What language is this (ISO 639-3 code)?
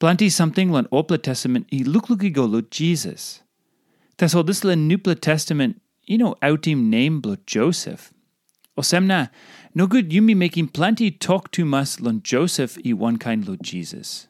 tpi